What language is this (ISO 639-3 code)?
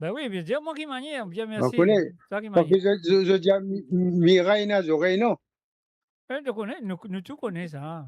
mfe